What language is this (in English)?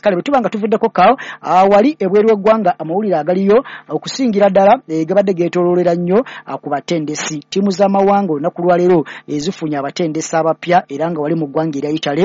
Ganda